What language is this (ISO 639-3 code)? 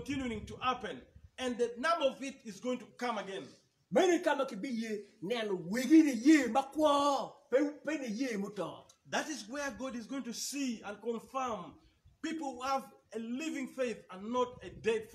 ach